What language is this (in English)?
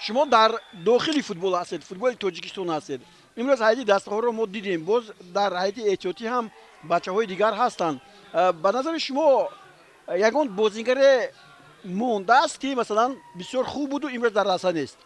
Tajik